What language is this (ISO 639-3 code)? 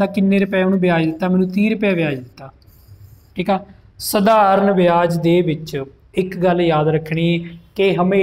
pan